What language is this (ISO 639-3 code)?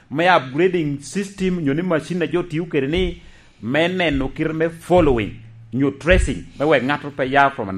laj